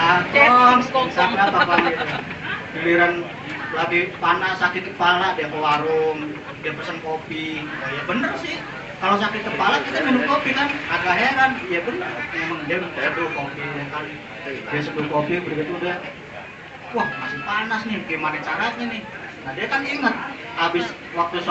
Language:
Betawi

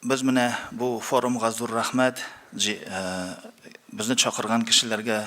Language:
Tatar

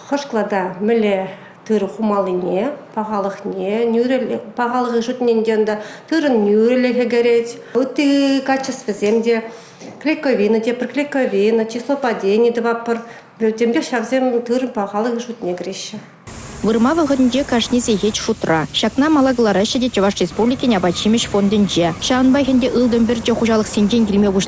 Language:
Chuvash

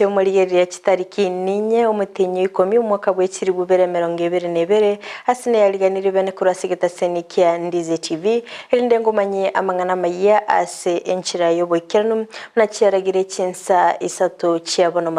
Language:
Gusii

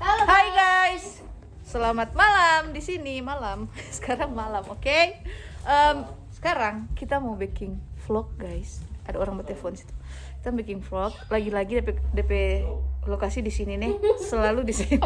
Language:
Manado Malay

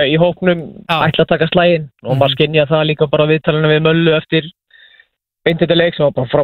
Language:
Icelandic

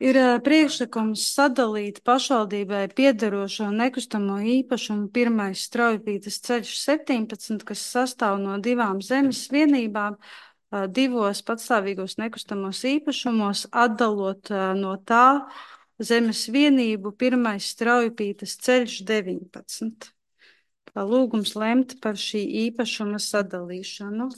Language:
Latvian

